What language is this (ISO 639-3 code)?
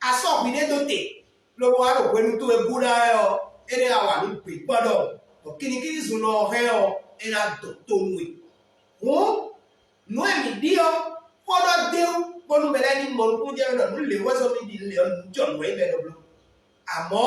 fon